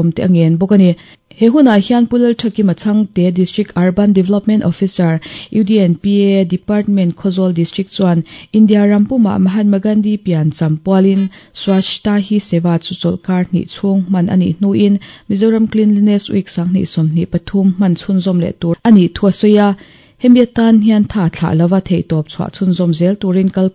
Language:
Mizo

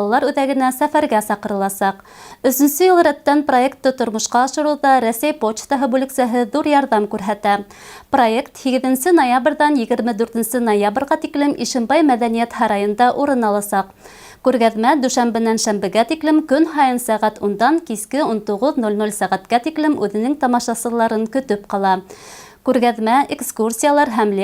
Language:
Bashkir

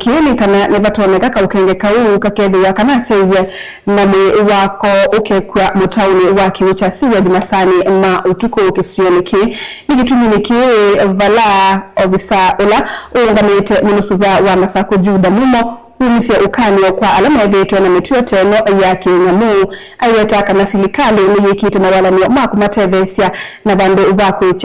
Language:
Kamba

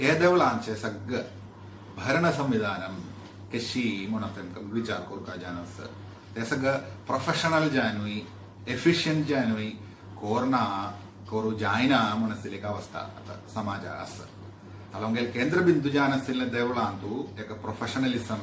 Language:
Konkani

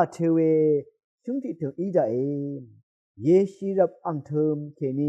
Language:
Rawang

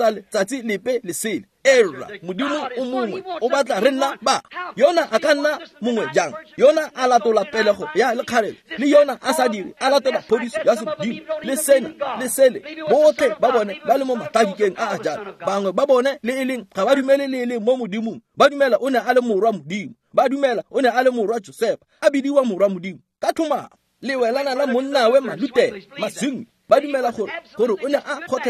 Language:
Tswana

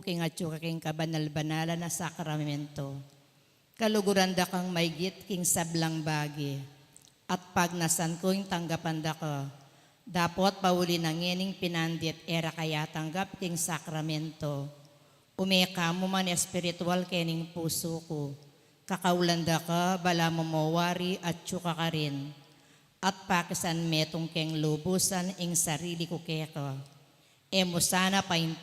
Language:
Pampanga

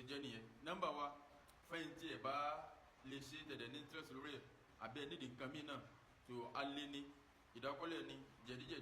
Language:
Yoruba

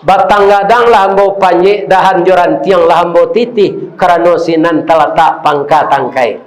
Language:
Minangkabau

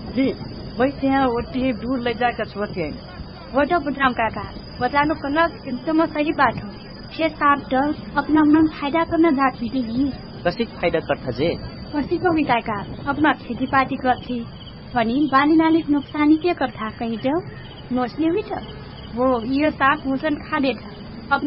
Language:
Dangaura Tharu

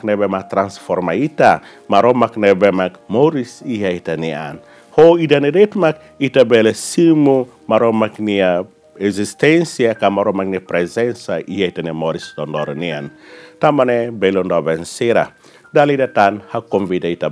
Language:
Tetum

